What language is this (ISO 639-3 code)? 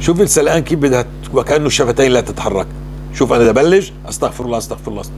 apc